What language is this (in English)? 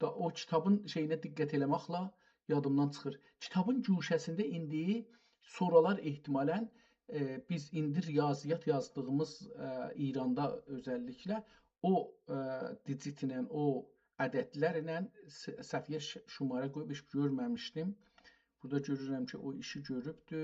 South Azerbaijani